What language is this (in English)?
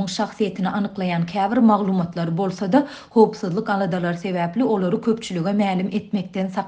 Turkmen